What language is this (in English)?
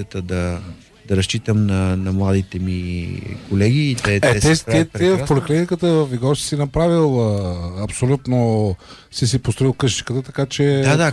Bulgarian